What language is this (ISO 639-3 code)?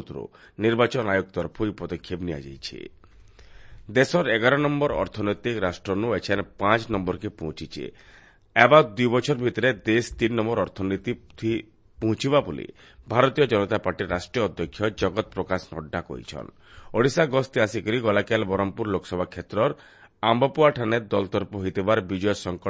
ori